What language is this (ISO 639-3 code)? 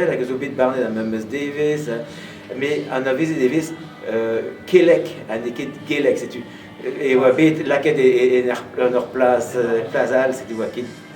bre